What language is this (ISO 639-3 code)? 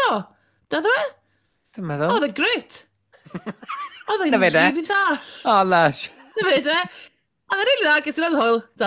cym